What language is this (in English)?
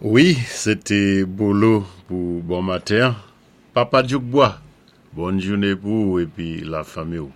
Saint Lucian Creole French